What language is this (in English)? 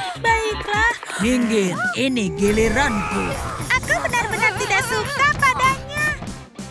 Indonesian